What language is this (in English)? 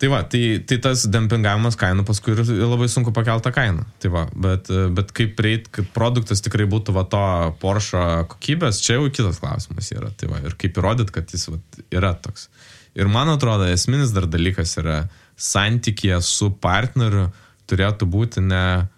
Lithuanian